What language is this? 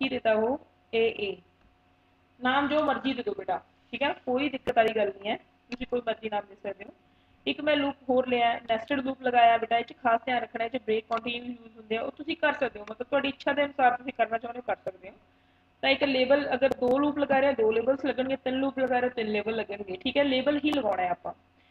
Punjabi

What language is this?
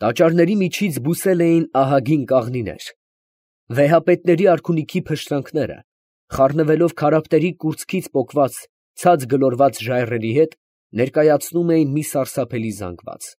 Armenian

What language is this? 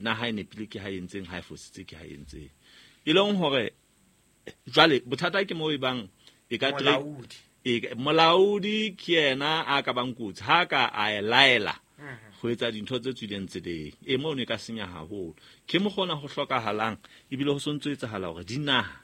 Southern Sotho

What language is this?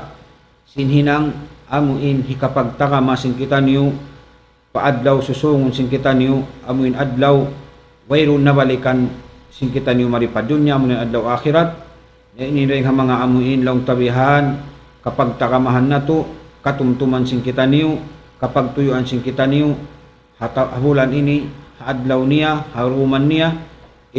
Tausug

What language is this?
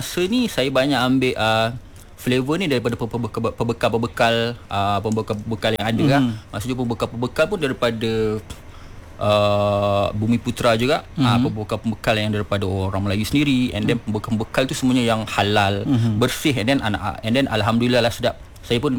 Malay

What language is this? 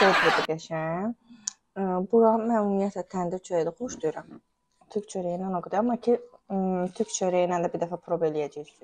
Azerbaijani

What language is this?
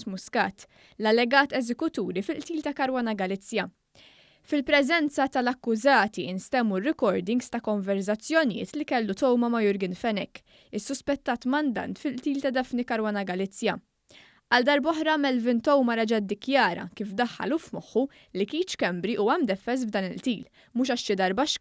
Maltese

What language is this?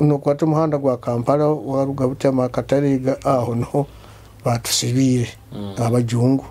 Nyoro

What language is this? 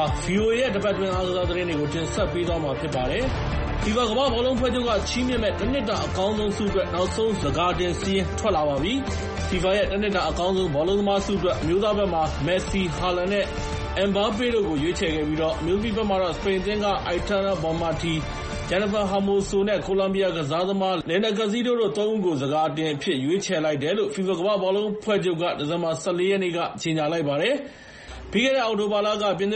Burmese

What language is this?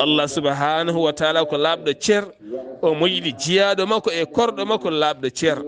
Fula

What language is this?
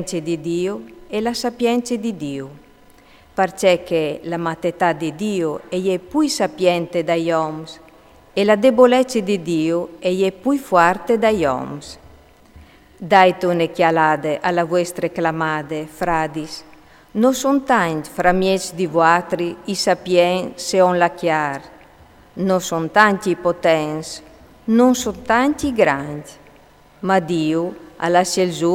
Friulian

